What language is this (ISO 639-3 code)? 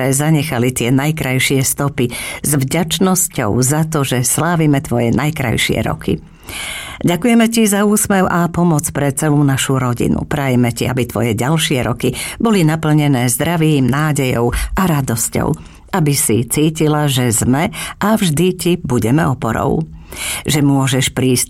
slk